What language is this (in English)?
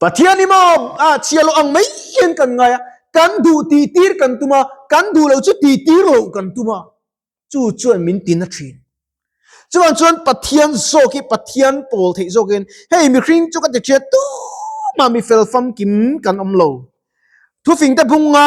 Mizo